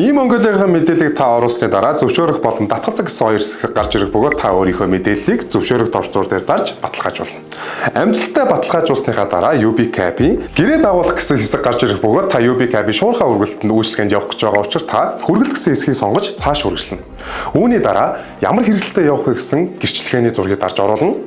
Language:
Mongolian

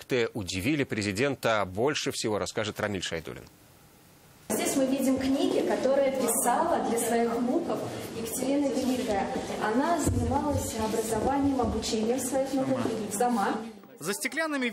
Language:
Russian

